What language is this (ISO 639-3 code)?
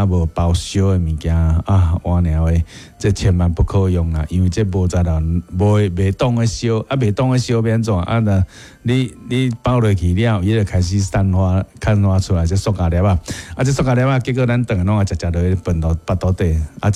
nan